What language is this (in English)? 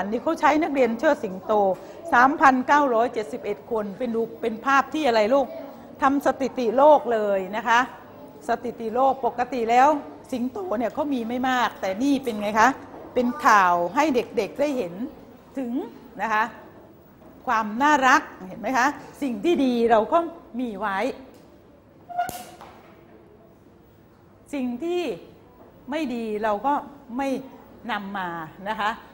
Thai